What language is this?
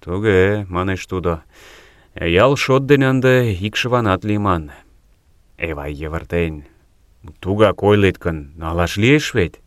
Mari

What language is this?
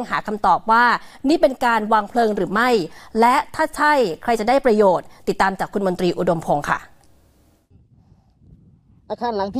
Thai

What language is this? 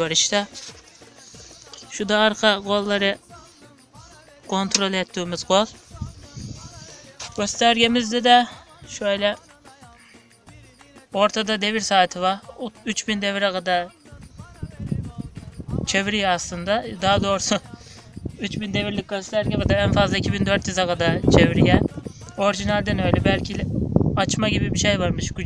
Turkish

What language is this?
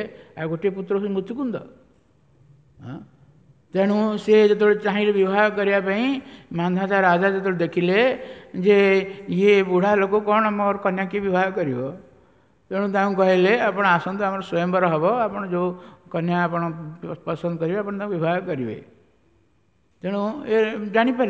Odia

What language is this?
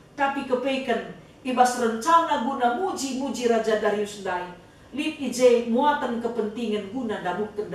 Batak Karo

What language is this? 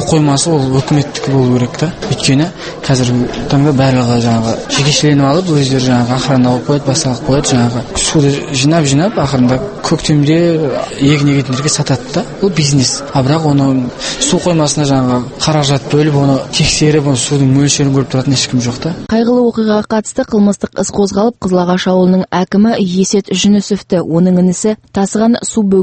Kazakh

